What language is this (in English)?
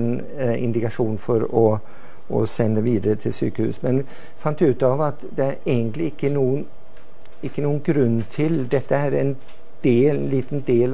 Norwegian